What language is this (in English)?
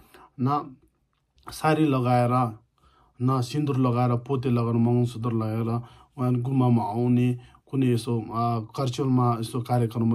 Nepali